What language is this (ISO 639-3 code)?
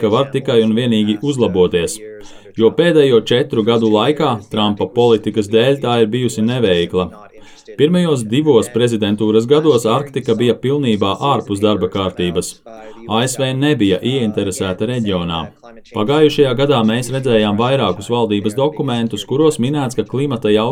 lav